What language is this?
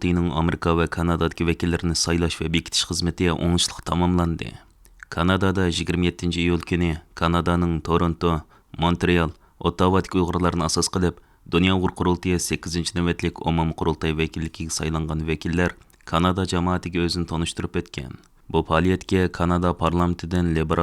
Uyghur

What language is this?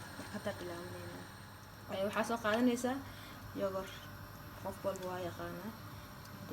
Somali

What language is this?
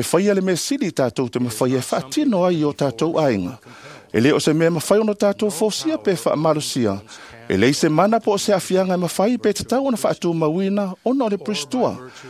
Samoan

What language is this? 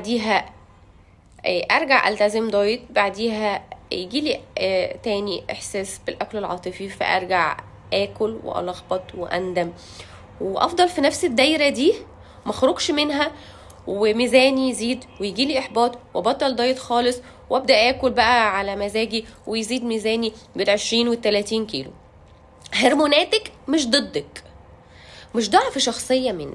Egyptian Arabic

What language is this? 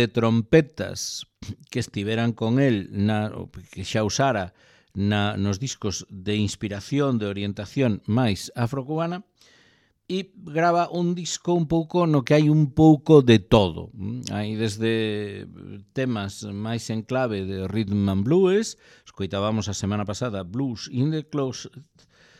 Galician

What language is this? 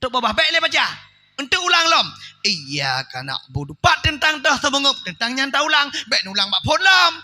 Achinese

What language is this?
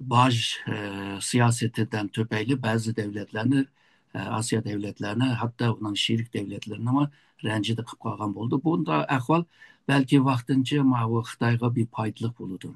Uyghur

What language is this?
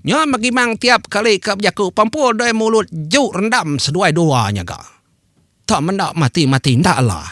Iban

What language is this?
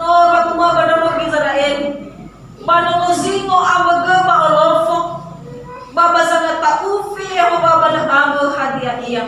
Nias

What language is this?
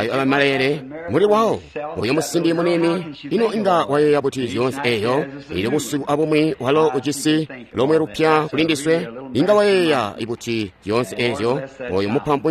Tonga (Zambia)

